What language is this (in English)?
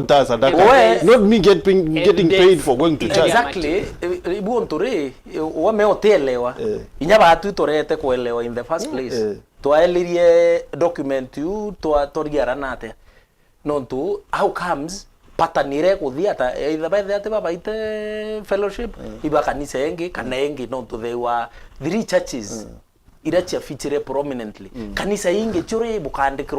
Meru